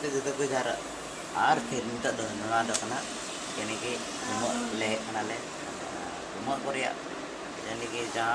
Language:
Santali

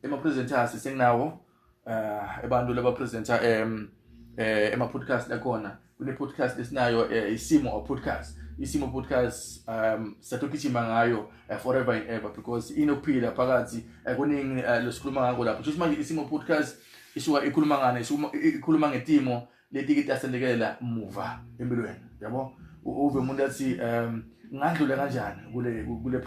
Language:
Zulu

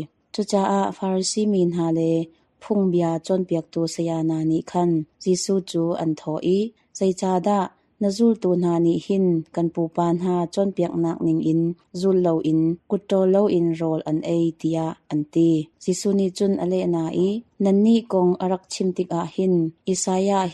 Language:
Hakha Chin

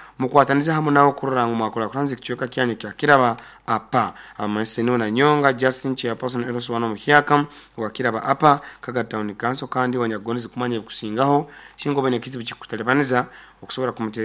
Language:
Nyoro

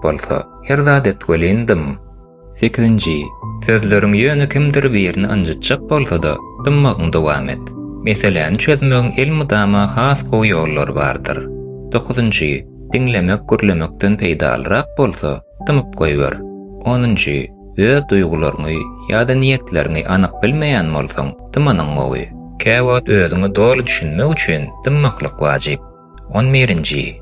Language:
Turkmen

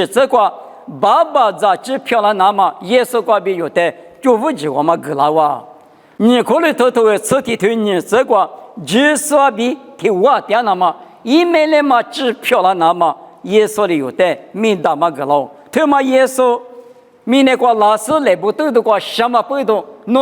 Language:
Lisu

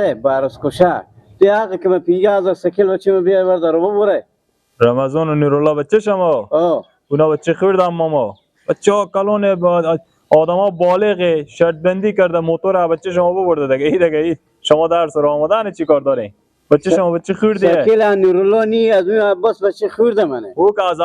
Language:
Persian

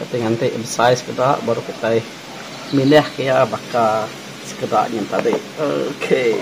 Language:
Iban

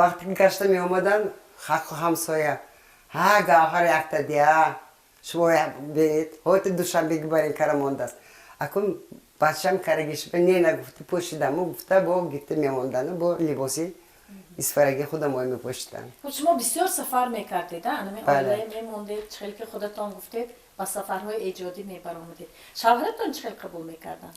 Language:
Tajik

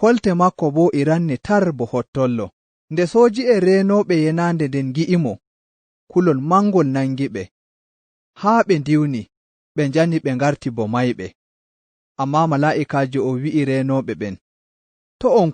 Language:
Nigerian Fulfulde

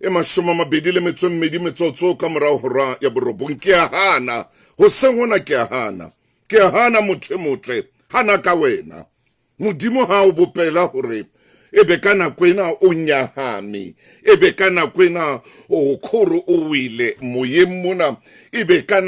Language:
Southern Sotho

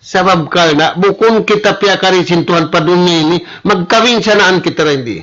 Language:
Tausug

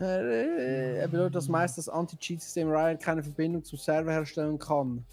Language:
Swiss German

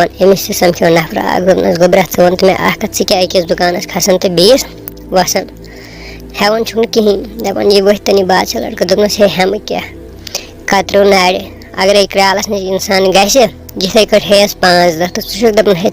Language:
Kashmiri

